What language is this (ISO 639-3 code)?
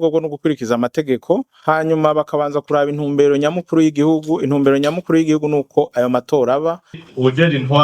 run